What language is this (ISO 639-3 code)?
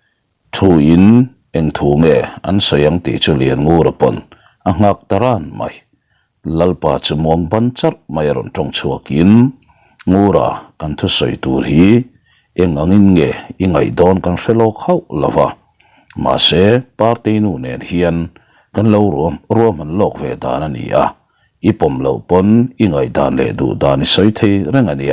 lus